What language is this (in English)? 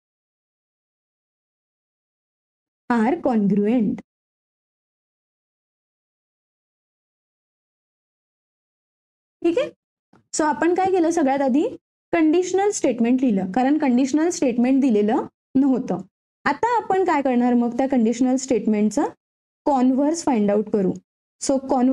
Marathi